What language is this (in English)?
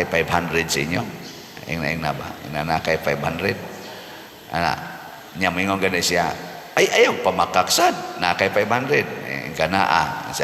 Cebuano